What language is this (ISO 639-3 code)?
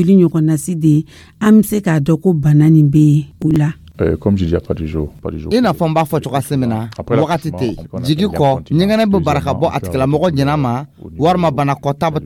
dyu